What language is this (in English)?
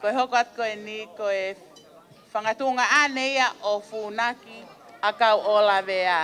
Tongan